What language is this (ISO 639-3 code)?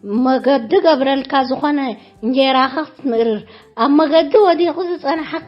tir